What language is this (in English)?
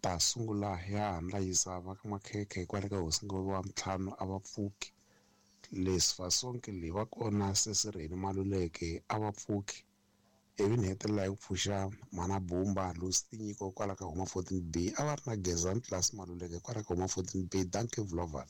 Tsonga